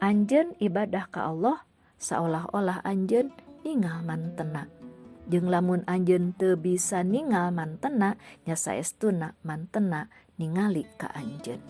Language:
Sundanese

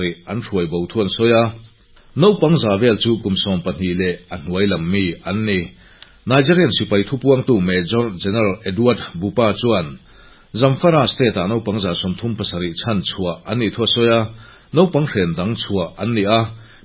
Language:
Mizo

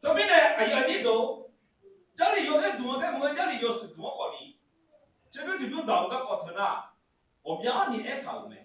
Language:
Akha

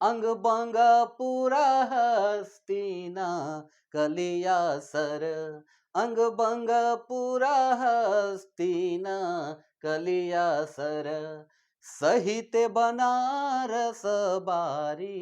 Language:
Sadri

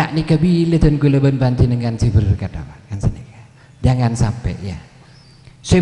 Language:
Madurese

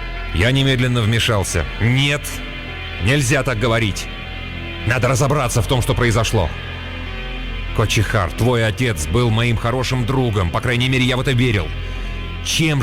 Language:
Russian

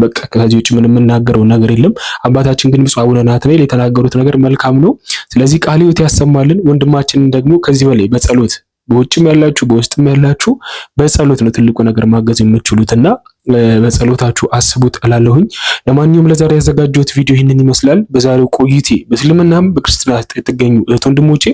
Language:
Amharic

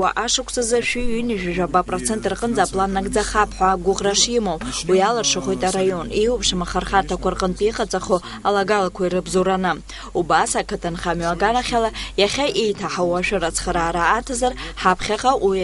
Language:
Abkhazian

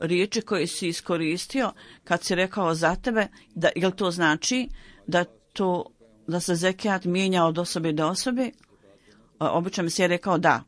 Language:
Bosnian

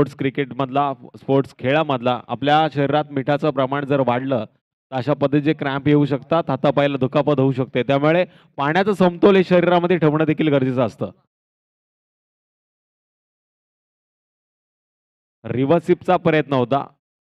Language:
Marathi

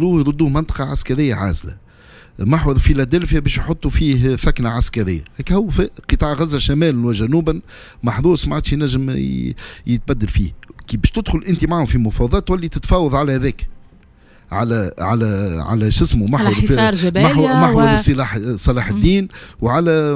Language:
Tunisian Arabic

